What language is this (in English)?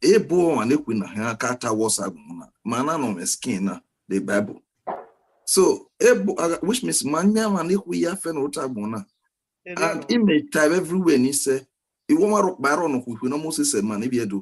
Bini